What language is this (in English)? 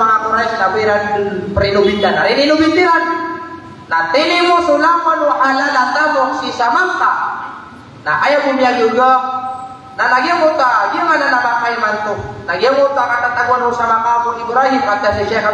Maranao